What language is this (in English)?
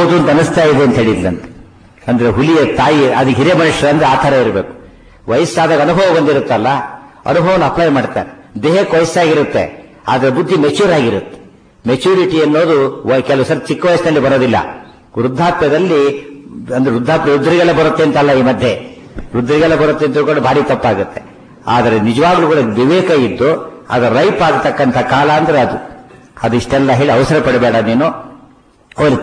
Kannada